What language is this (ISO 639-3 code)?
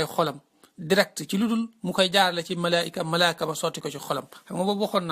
wol